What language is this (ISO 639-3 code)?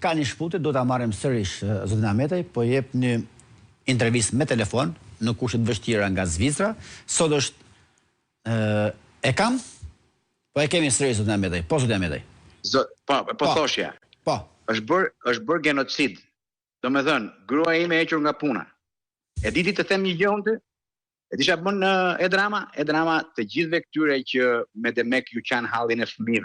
sqi